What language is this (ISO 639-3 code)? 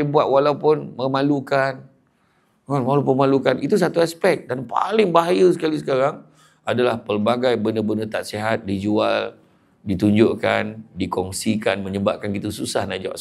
msa